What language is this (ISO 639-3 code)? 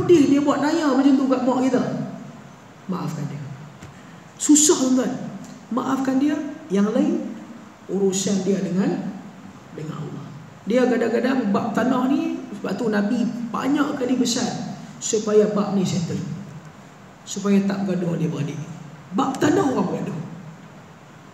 msa